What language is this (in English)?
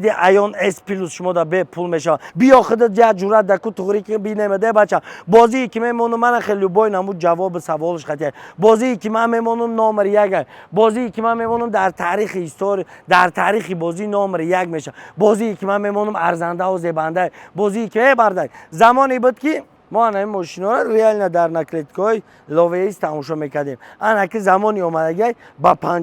Tajik